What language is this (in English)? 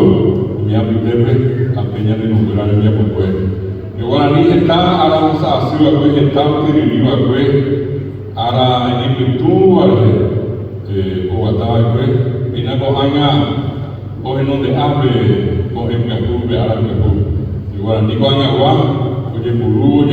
Guarani